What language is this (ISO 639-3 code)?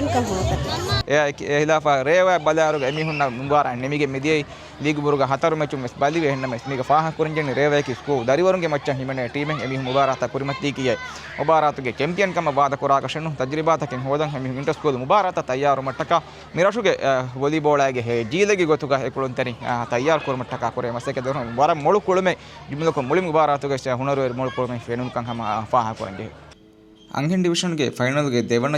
div